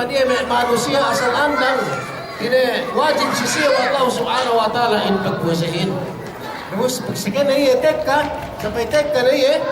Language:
Yakan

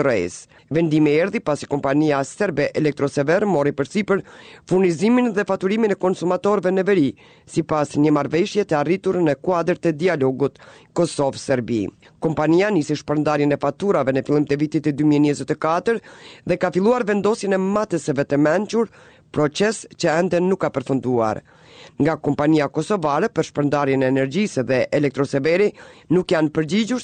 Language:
Albanian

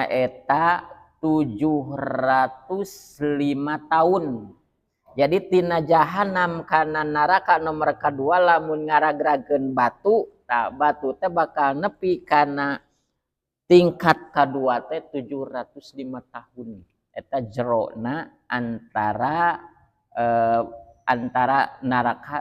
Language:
Sundanese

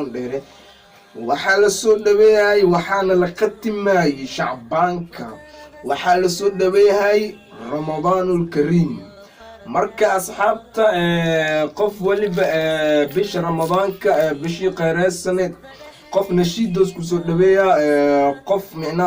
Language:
Somali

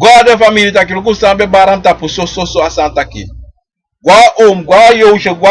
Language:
Sranan Tongo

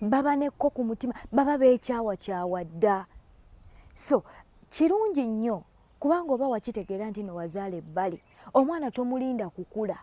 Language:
Ganda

